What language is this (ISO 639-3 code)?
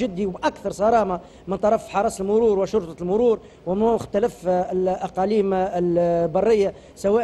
aeb